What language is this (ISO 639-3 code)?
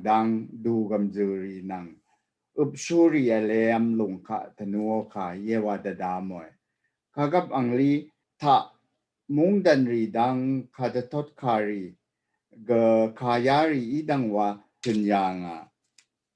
raw